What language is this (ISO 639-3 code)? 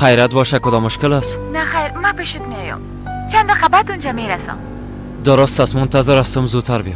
fas